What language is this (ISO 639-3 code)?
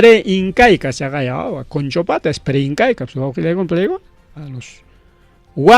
quy